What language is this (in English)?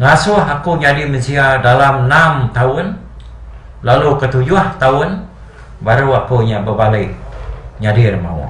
Iban